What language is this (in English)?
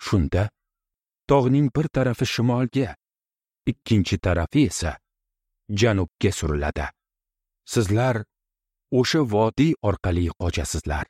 Uzbek